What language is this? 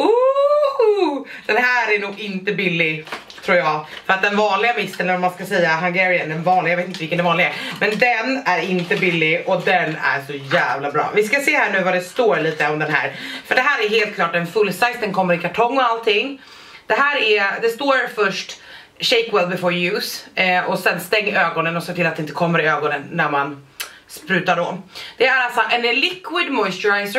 Swedish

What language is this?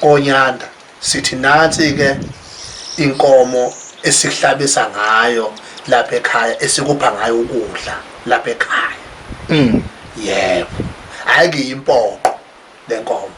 Zulu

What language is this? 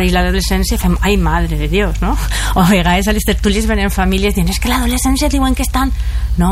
Catalan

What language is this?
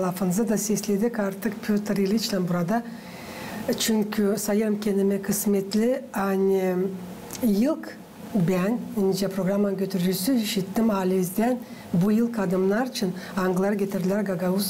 Gagauz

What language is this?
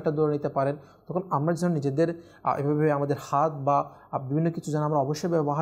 Bangla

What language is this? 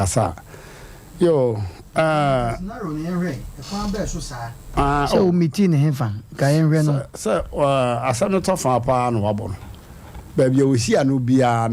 Akan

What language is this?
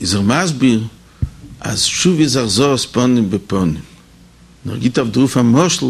Yiddish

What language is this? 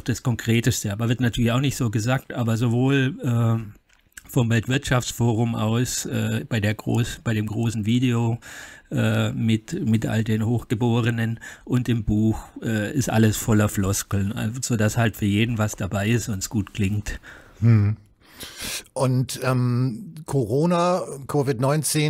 German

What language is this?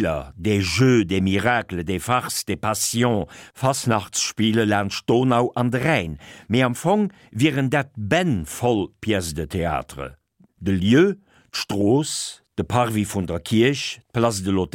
Luxembourgish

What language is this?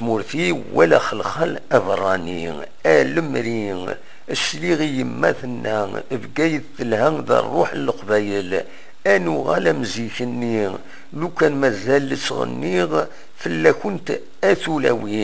Kabyle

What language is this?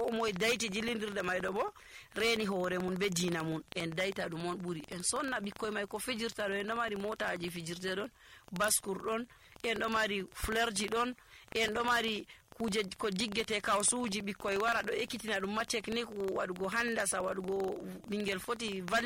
Nigerian Fulfulde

